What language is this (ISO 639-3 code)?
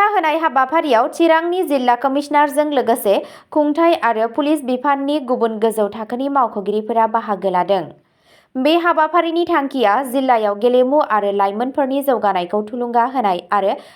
brx